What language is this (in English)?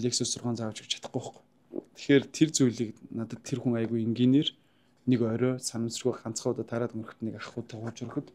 Mongolian